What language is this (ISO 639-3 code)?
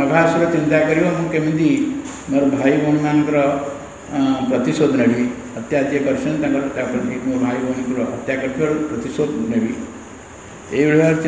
ori